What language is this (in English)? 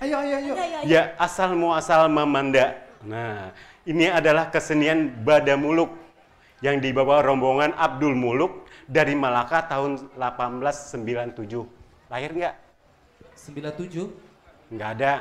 Banjar